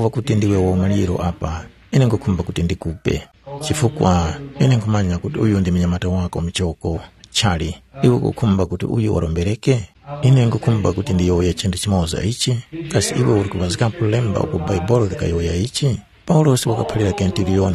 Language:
Tumbuka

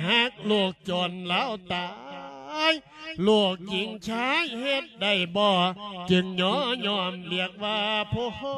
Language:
Lao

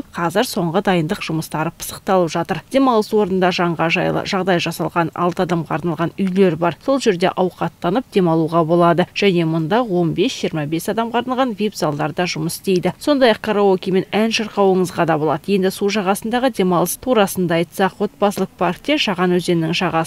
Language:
Kazakh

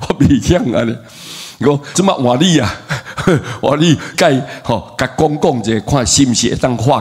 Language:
Min Nan Chinese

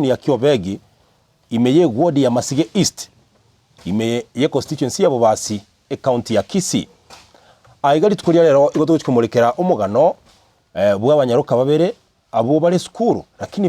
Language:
Gusii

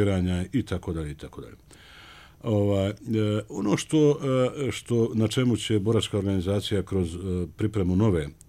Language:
Bosnian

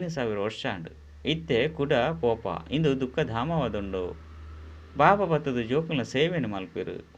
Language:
Tulu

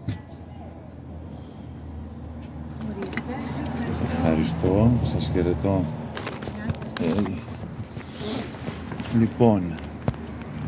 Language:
Greek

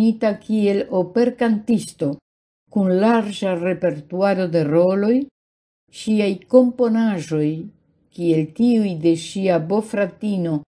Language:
Esperanto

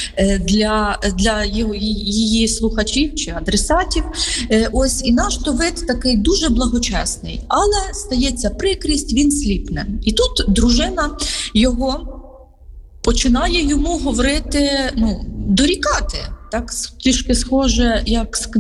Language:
Ukrainian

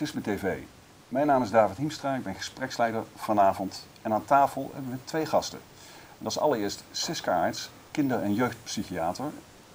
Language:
Dutch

